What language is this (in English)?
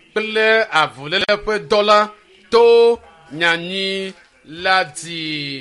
Ewe